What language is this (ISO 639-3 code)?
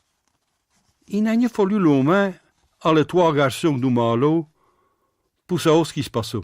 pcd